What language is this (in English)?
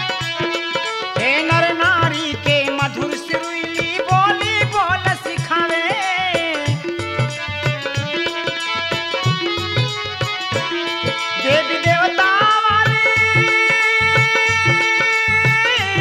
Bhojpuri